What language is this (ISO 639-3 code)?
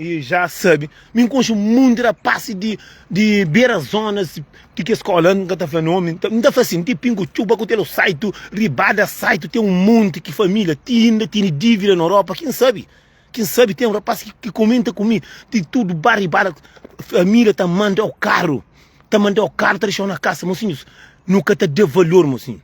kea